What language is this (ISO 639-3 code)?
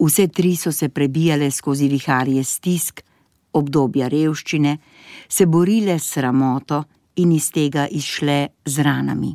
slv